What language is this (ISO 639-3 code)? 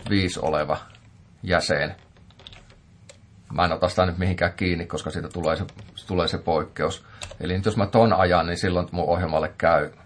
fin